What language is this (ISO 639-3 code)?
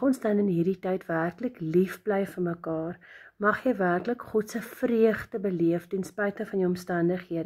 afr